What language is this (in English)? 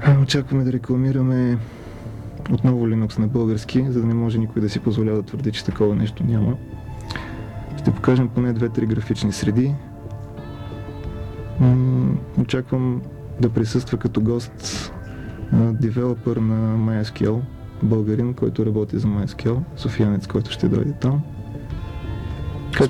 Bulgarian